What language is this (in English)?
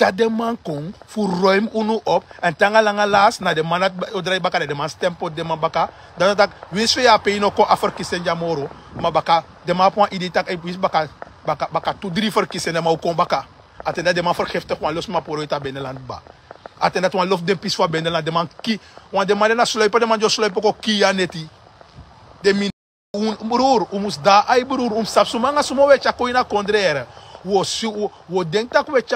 Sranan Tongo